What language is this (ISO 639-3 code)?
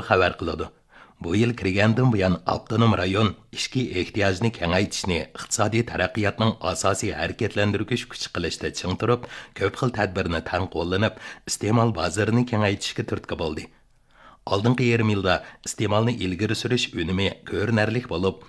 uig